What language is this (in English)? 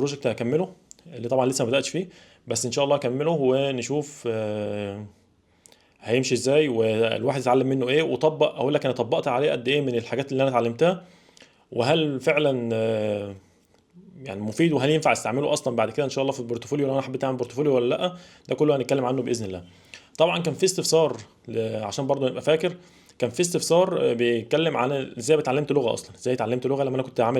Egyptian Arabic